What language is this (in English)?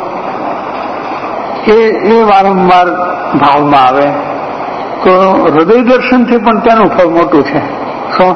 Gujarati